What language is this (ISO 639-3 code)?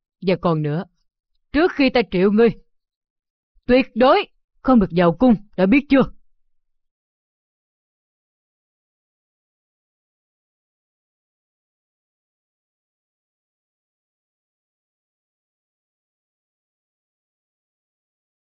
vie